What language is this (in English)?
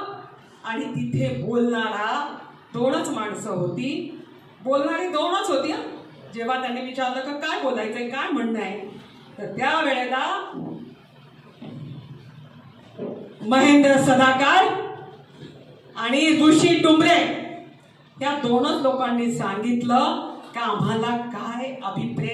Marathi